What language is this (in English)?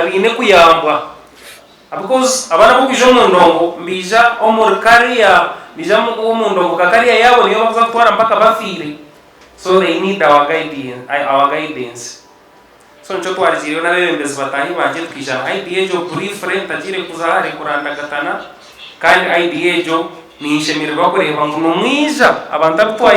Nyankole